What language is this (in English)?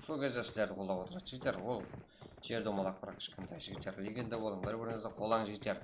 Kara-Kalpak